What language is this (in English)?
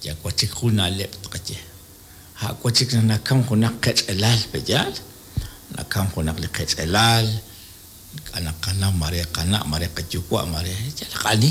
Kekchí